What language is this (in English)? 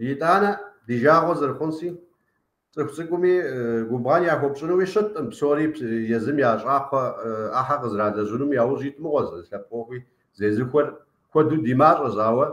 Kabardian